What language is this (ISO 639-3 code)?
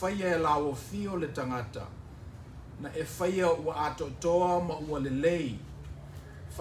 smo